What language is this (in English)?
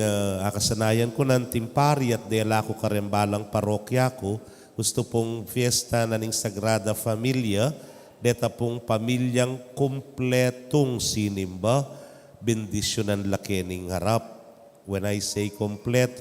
Pampanga